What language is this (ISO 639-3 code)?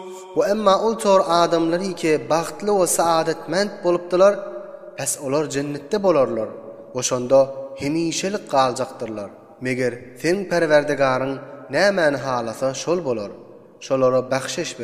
tuk